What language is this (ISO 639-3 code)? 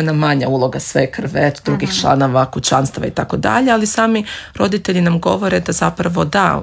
hrv